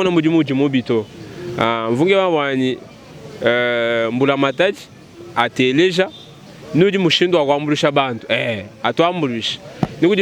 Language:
Luba-Lulua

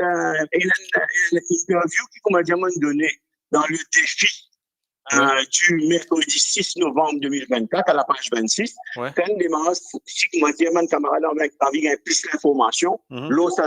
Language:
Morisyen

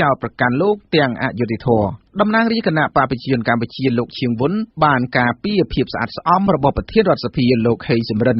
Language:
Khmer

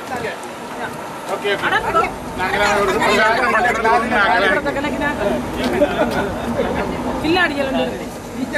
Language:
Tamil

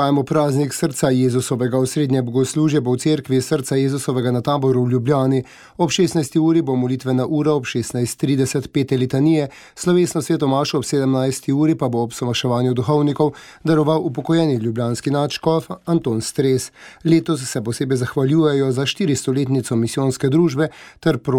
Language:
Slovenian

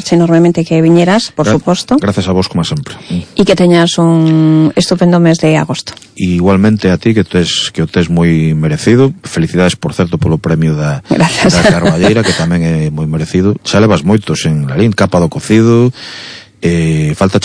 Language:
Galician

